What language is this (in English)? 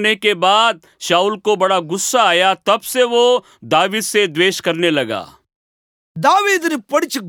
Telugu